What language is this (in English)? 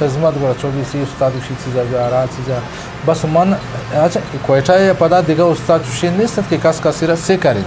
Eastern Balochi